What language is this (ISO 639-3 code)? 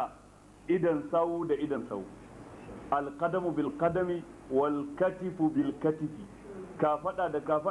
hau